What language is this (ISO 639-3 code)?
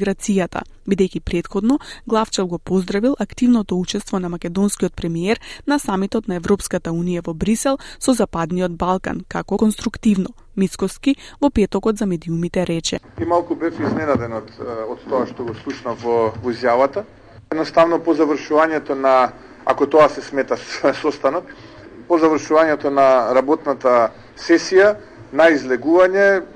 mkd